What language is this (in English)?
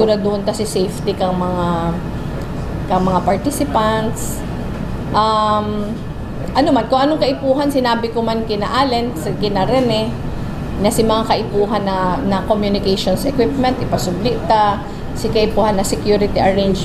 Bikol